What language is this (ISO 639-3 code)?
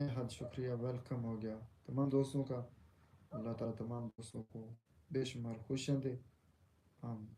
skr